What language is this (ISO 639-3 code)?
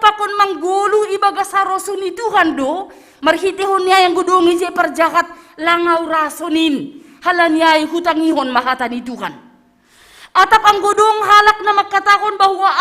bts